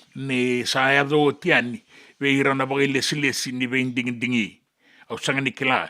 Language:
Fijian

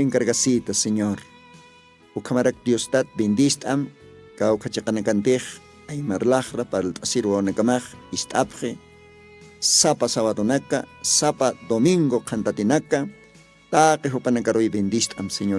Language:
Aymara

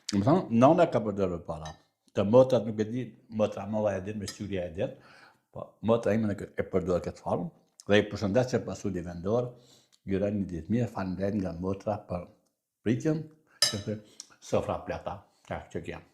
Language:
Albanian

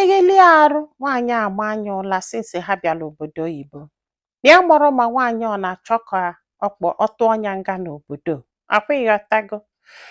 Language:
Igbo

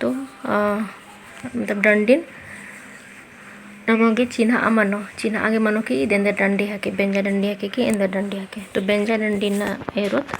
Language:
Kurukh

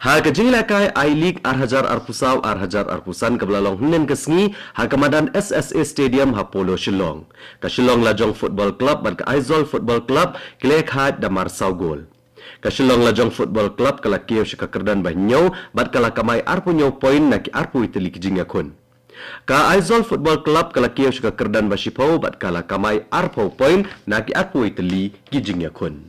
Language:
Khasi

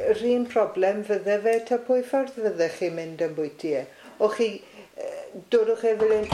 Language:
Welsh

